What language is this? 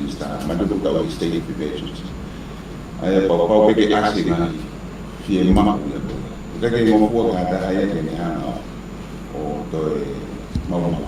Tongan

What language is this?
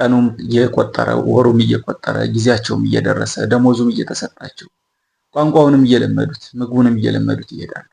Amharic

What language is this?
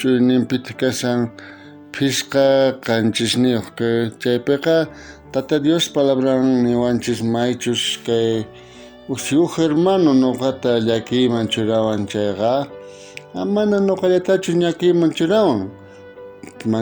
South Bolivian Quechua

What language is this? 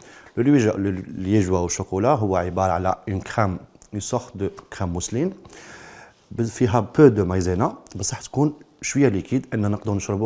Algerian Arabic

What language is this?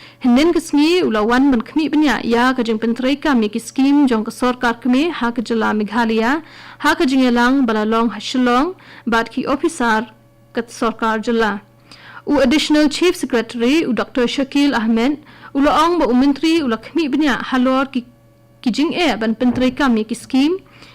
Khasi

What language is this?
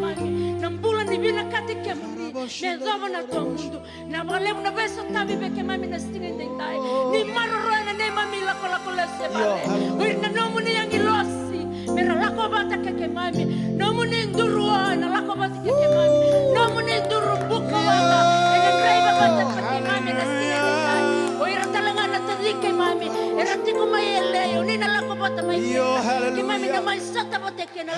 Fijian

